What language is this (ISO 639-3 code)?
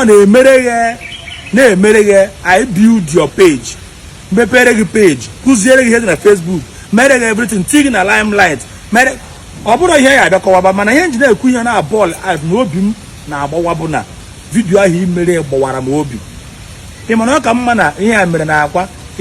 ibo